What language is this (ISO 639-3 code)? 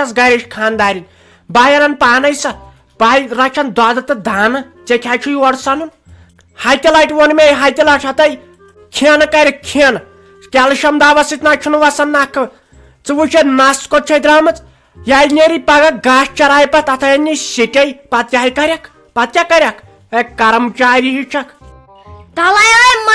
kas